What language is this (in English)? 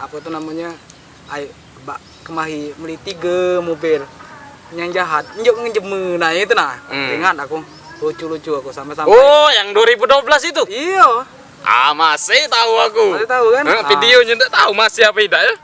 Musi